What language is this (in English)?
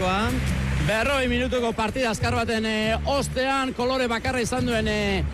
Basque